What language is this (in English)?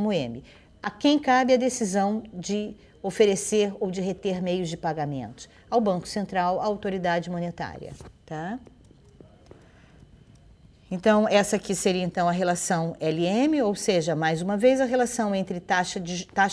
Portuguese